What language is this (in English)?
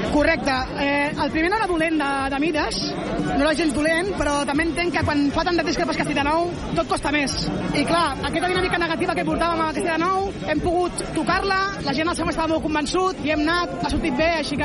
Catalan